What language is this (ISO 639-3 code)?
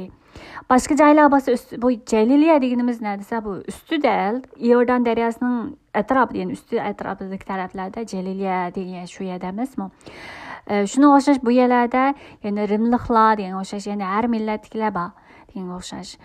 uig